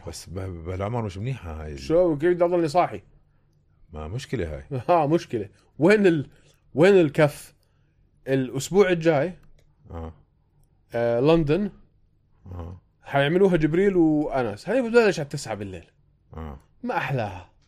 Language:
North Levantine Arabic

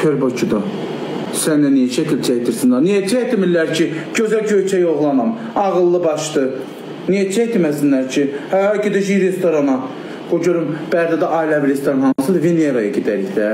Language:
Azerbaijani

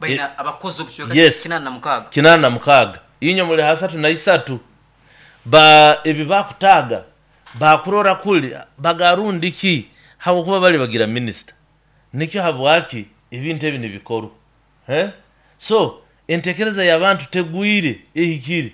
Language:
Nyoro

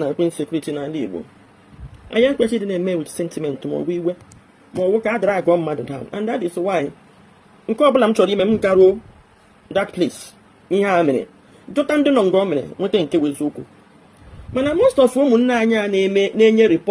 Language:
Igbo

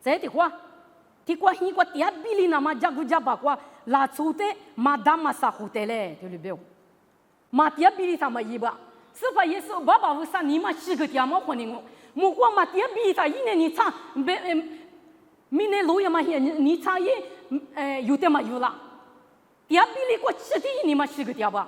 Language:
Lisu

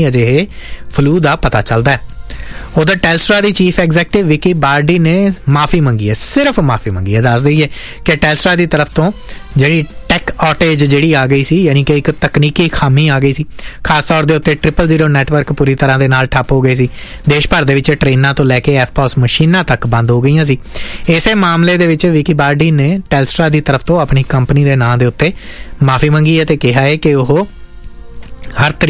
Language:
Punjabi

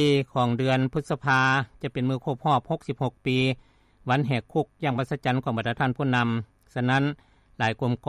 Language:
Lao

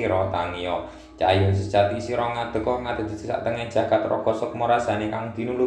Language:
Javanese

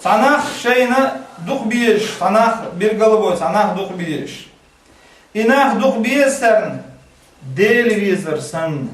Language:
Chechen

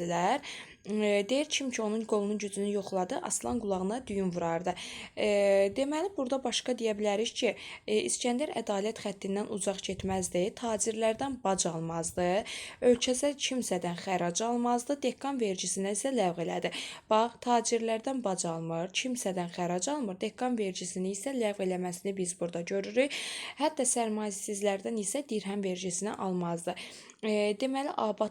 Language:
Azerbaijani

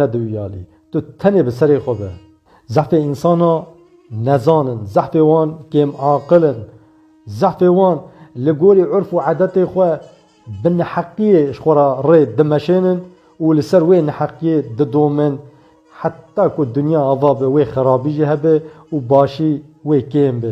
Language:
Kurdish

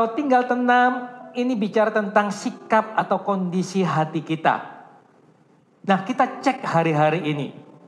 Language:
Indonesian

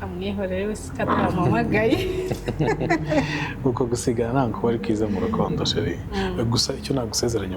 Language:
Kinyarwanda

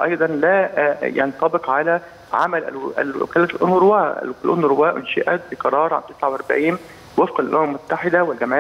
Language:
Arabic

